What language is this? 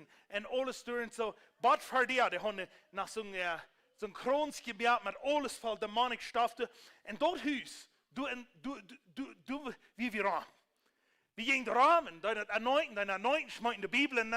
Plautdietsch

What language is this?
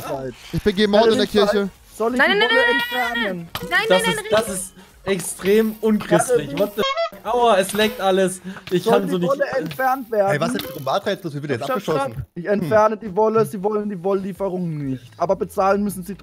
German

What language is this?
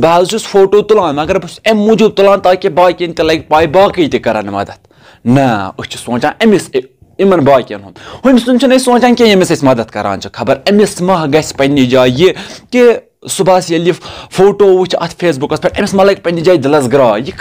Kashmiri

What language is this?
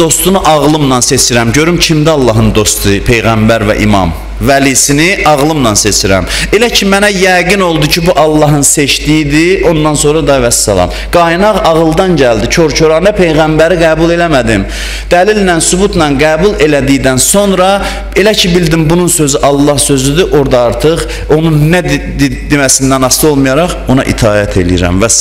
Azerbaijani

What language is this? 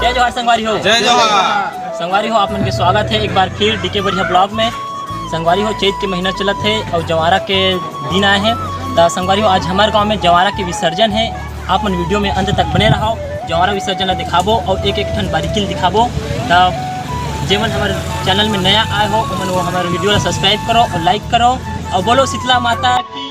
Chhattisgarhi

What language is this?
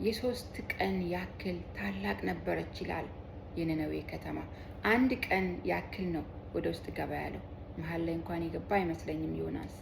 Amharic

